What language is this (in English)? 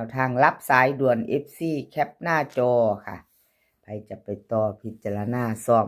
Northeastern Thai